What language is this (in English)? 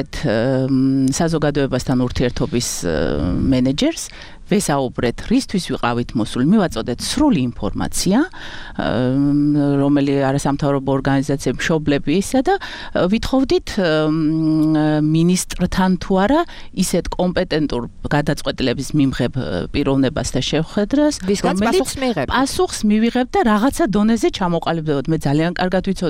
Georgian